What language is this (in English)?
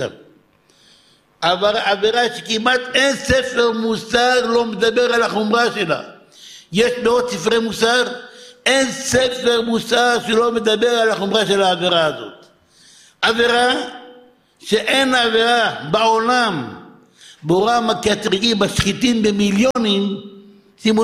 Hebrew